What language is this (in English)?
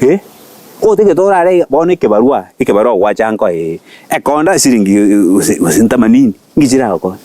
Gusii